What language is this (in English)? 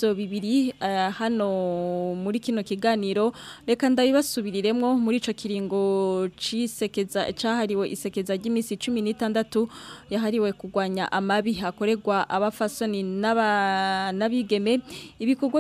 Rundi